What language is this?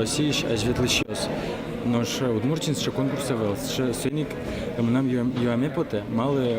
Udmurt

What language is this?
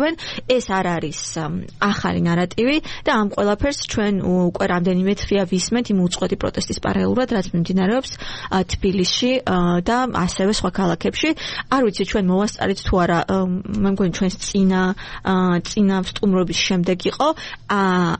Georgian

